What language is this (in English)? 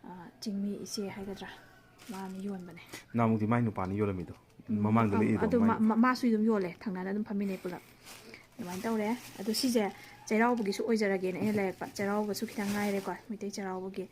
Manipuri